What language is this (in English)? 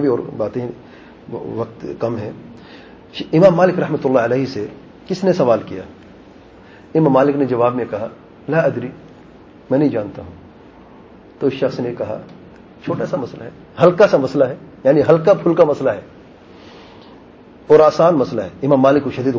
Urdu